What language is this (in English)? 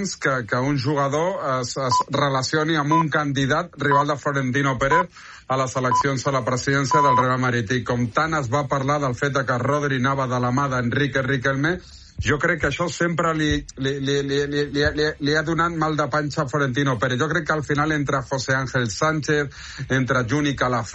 Catalan